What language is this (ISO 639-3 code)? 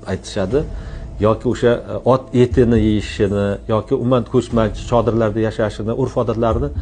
uzb